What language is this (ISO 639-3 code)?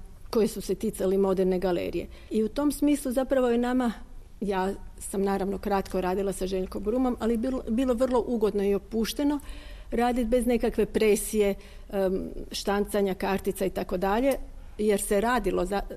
hrv